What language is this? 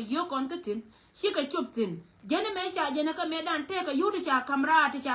Nuer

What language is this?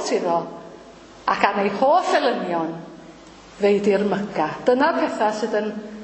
Welsh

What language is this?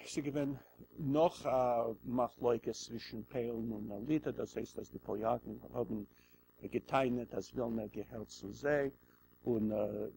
Yiddish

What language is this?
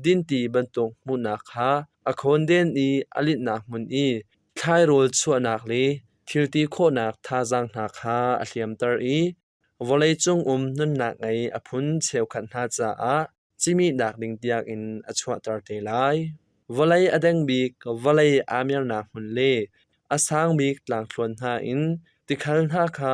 Hakha Chin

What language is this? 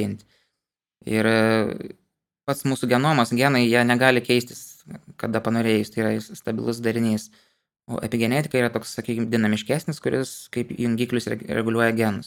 Lithuanian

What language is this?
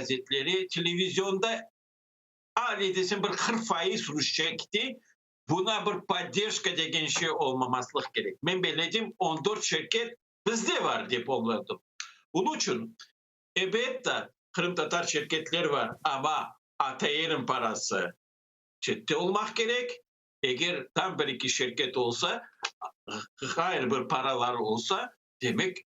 Crimean Tatar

